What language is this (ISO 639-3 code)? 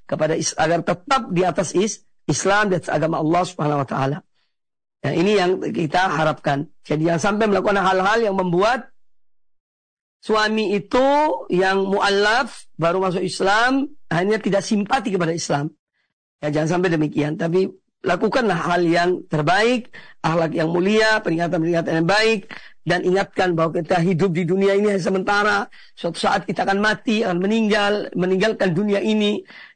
ind